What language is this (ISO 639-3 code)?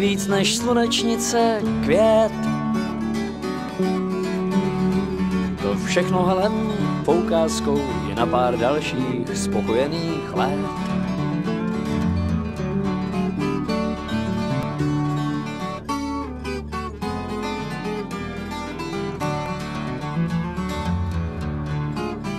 ces